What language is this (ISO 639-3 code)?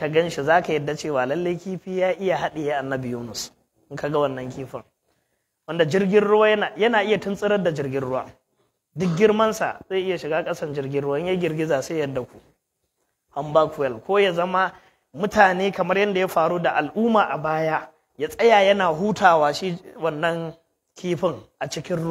hau